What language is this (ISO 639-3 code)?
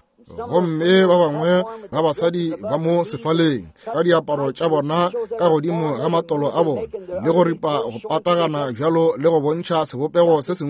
nso